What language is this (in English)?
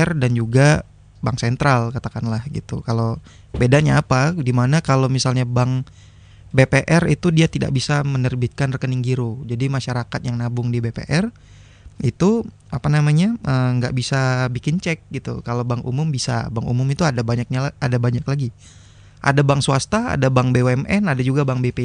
Indonesian